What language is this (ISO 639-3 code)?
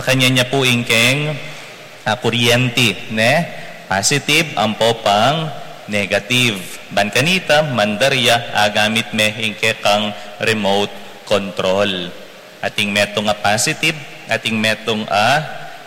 pam